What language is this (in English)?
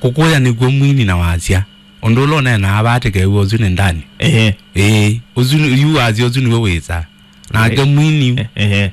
Kamba